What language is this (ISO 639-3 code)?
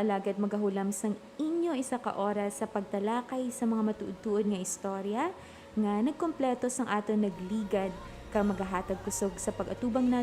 hil